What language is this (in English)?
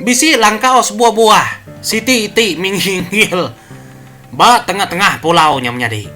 Iban